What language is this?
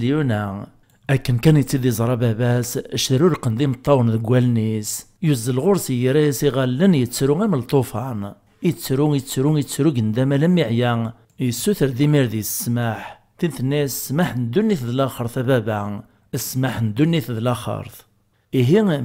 Kabyle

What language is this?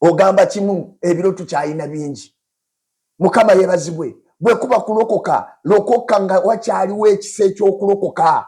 Ganda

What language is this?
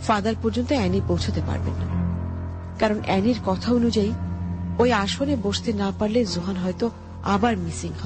Bangla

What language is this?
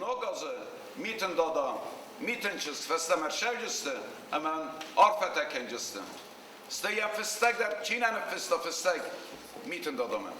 Ossetic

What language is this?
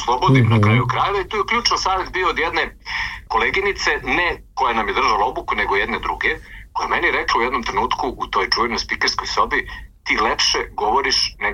Serbian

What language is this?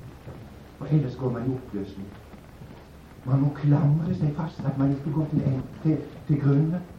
Norwegian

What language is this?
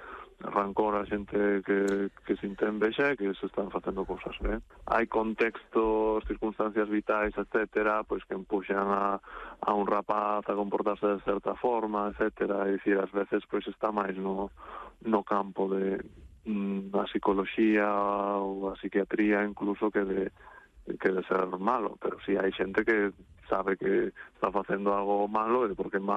Galician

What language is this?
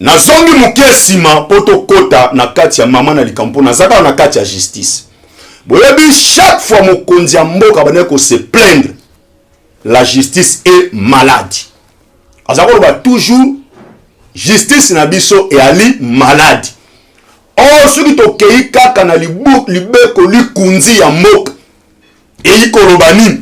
Lingala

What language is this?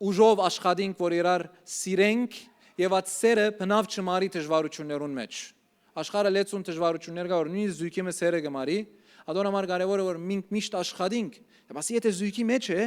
Western Armenian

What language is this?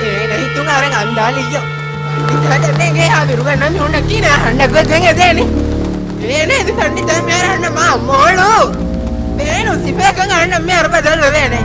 Divehi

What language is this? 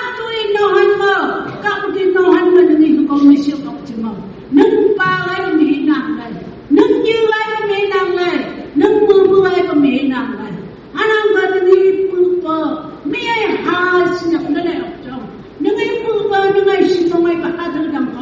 Phom Naga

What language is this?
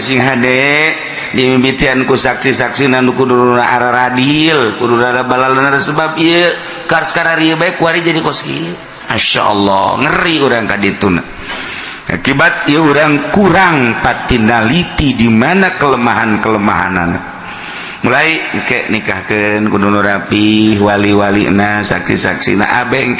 Sundanese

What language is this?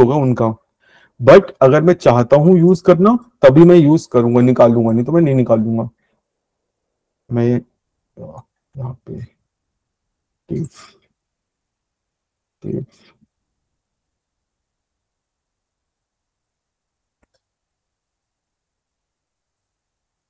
Hindi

